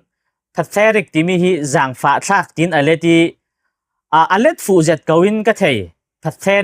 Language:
Falam Chin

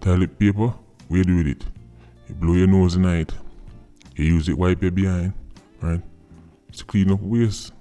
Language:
Jamaican Creole English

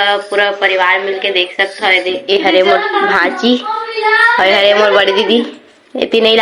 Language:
Chhattisgarhi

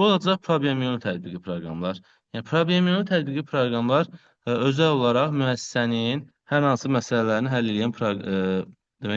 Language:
Azerbaijani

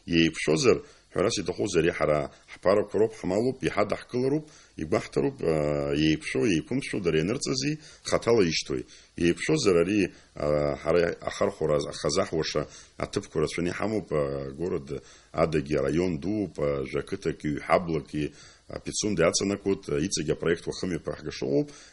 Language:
Abkhazian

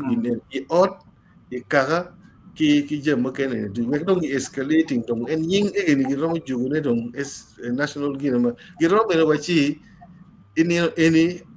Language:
Acoli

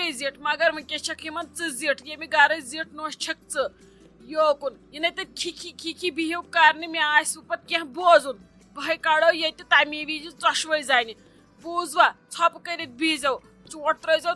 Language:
Kashmiri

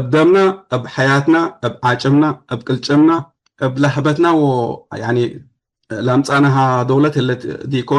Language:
Tigre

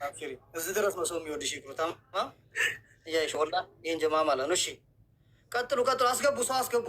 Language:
Amharic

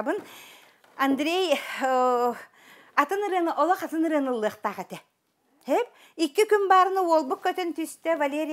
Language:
Yakut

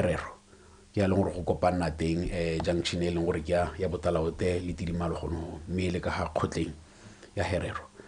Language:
Tswana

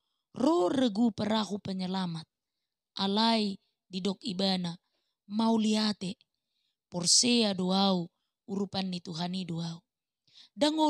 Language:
Batak Toba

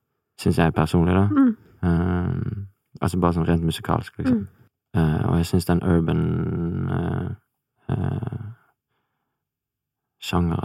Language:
Norwegian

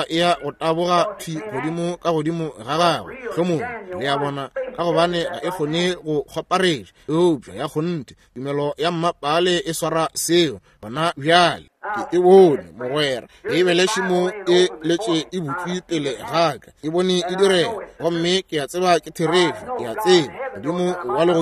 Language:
Northern Sotho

